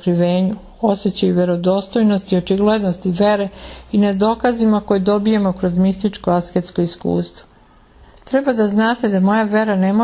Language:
Serbian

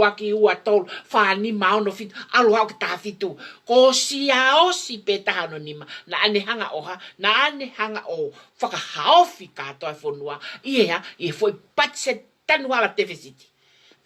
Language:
Tongan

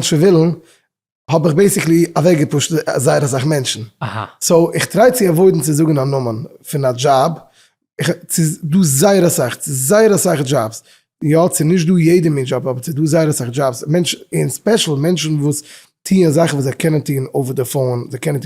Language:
Yiddish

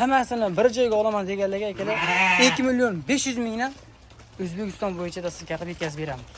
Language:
Uzbek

